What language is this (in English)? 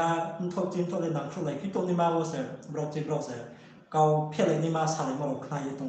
Riang (India)